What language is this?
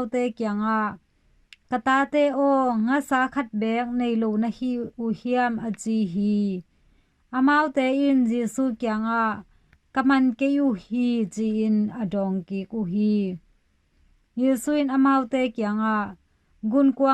Tedim Chin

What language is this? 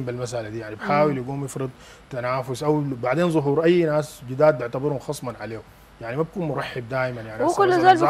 Sudanese Arabic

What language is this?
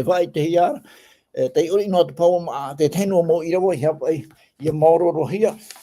Tahitian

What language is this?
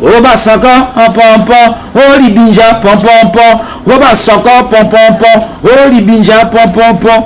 Lingala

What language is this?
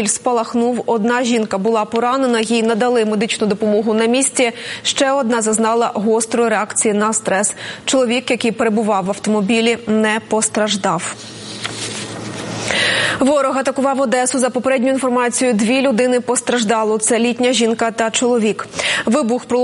Ukrainian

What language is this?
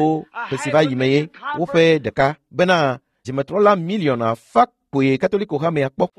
Ewe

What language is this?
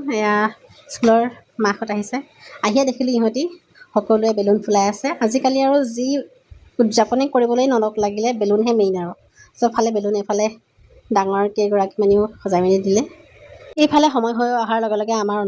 Assamese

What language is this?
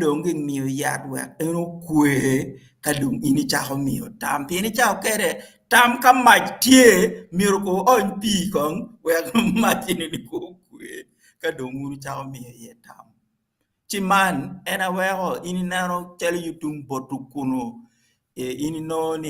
Acoli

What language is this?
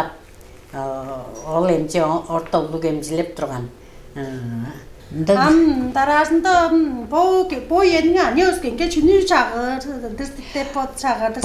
Tuvinian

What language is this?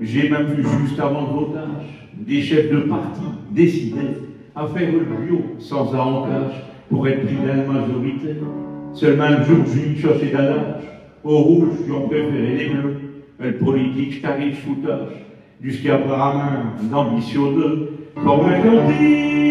Picard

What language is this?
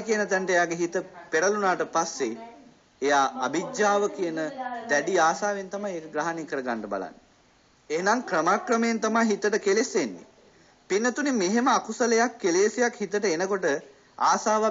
Sinhala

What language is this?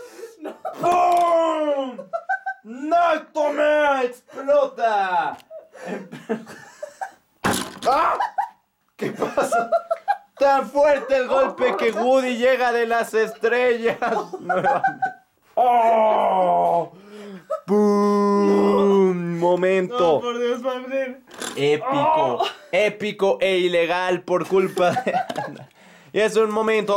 Spanish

